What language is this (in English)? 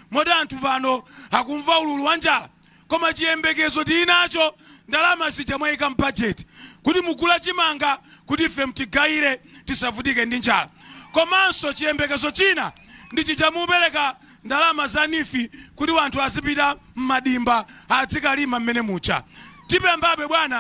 Nyanja